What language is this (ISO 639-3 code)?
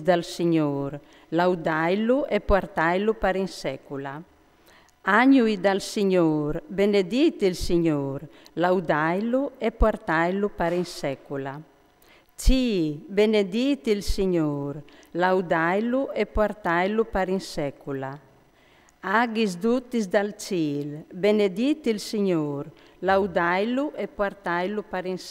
fur